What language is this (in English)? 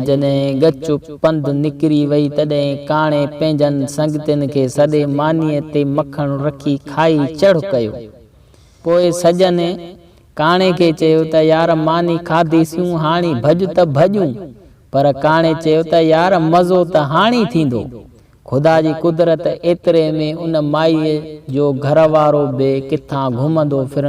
Sindhi